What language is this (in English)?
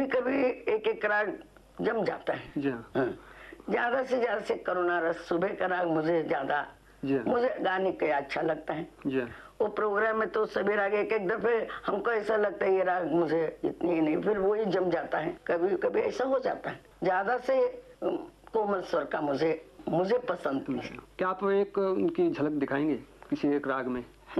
Hindi